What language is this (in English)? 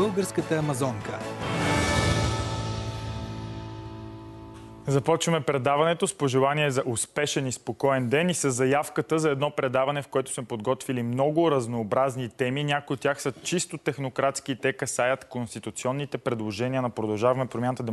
Bulgarian